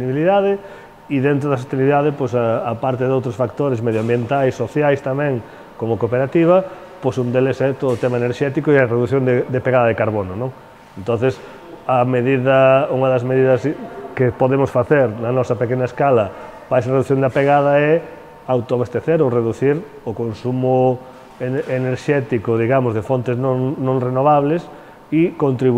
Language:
Galician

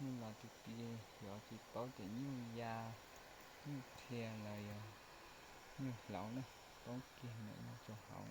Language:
Hmong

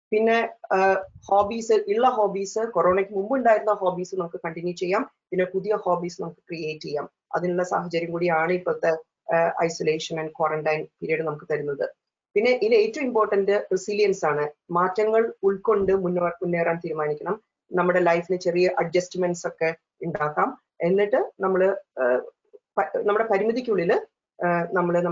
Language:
Malayalam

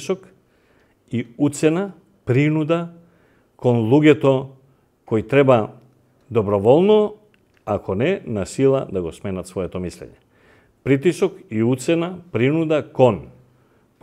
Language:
Macedonian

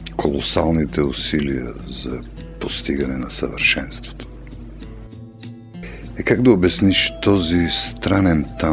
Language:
Bulgarian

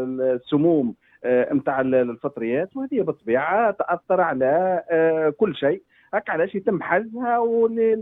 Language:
Tunisian Arabic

